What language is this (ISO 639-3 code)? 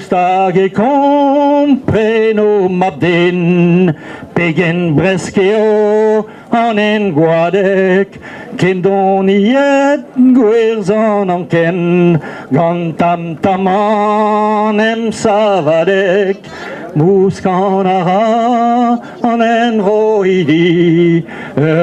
bre